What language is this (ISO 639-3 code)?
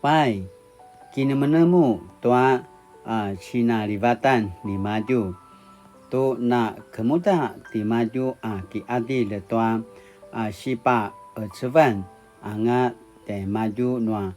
pwn